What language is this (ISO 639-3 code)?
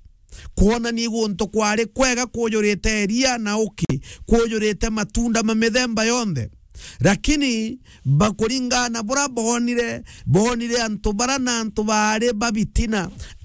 mer